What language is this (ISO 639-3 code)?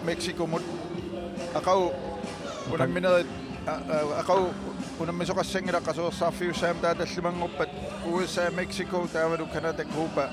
kal